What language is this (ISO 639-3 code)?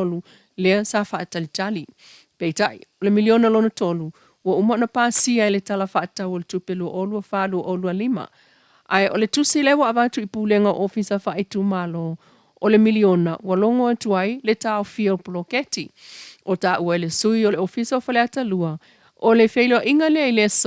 smo